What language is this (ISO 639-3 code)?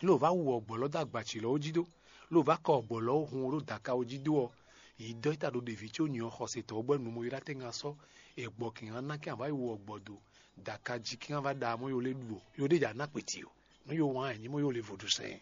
fon